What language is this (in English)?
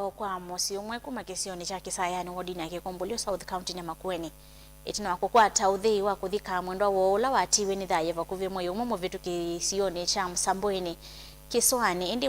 Kamba